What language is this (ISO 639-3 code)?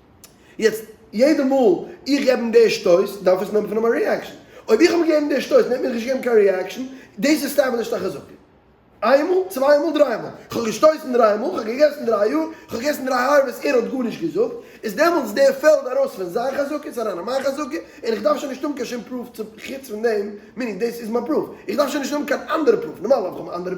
yid